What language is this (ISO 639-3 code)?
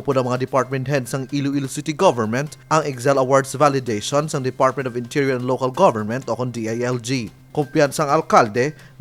hil